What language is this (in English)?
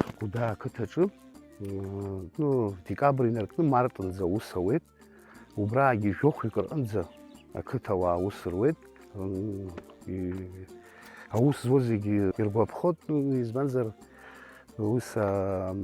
Abkhazian